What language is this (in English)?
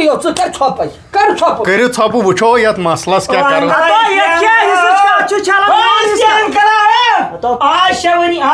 Kashmiri